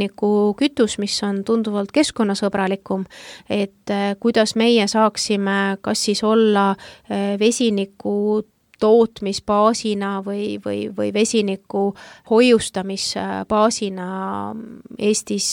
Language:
Estonian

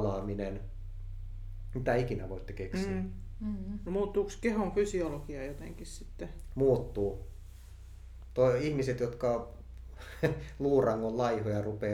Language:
Finnish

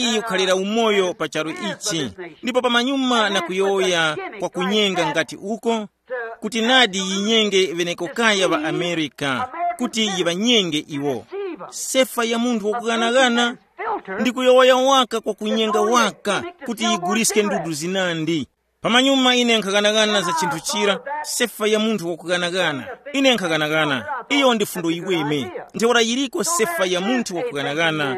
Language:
Tumbuka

